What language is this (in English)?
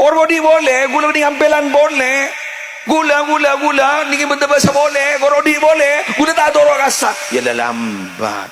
Madurese